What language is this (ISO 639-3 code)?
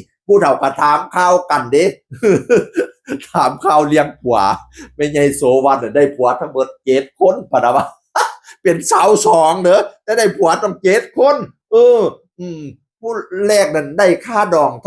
tts